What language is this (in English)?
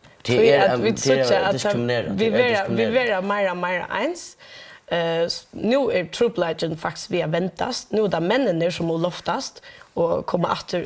Faroese